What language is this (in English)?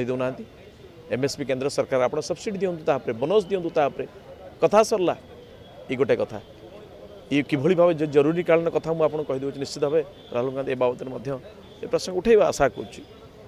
Odia